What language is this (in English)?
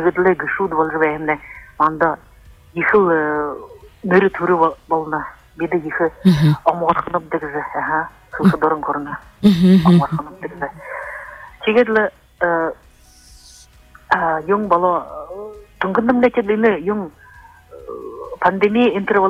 Buriat